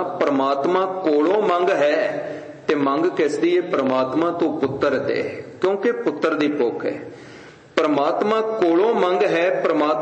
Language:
Punjabi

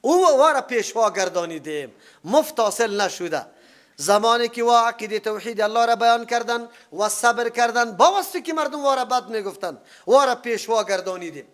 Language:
Persian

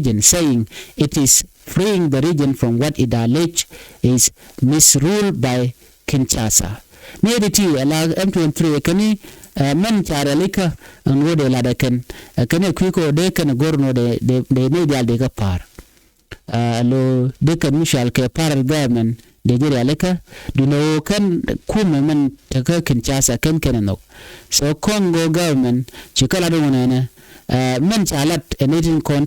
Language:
Nuer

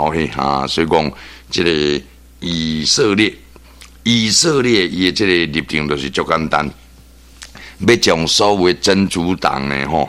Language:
Min Nan Chinese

